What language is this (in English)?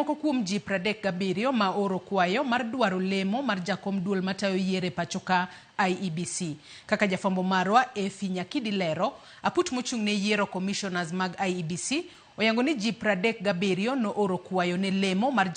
Luo (Kenya and Tanzania)